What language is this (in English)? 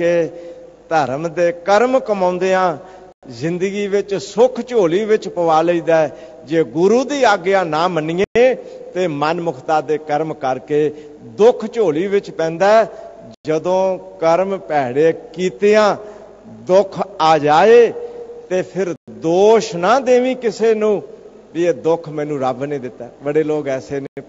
Punjabi